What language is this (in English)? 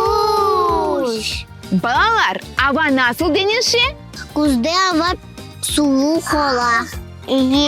Crimean Tatar